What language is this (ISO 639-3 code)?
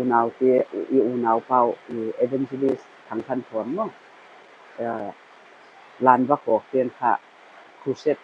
pck